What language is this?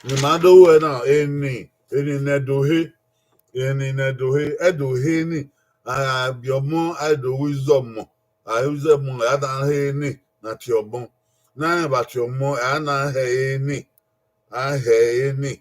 Bini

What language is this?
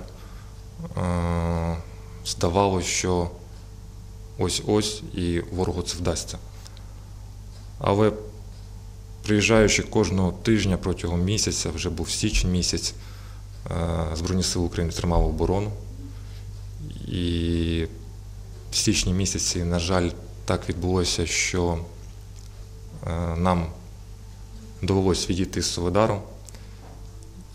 Ukrainian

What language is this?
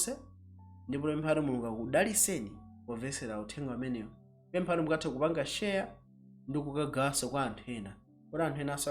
Nyanja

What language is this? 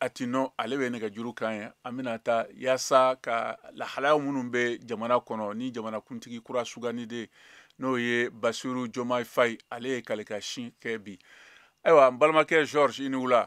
Bambara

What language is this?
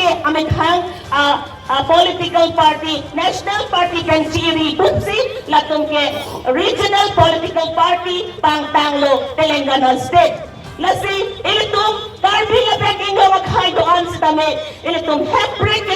Karbi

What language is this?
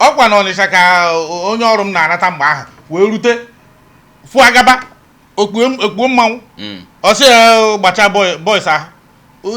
Igbo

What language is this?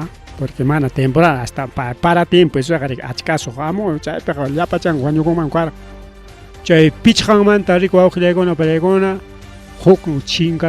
Ayacucho Quechua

